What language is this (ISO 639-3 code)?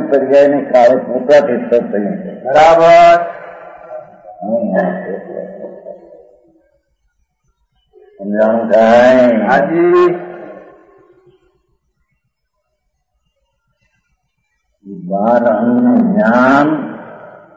guj